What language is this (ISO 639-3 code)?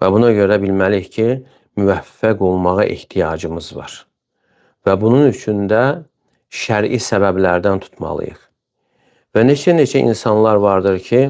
aze